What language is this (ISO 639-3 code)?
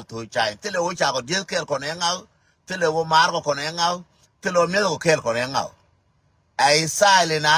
nus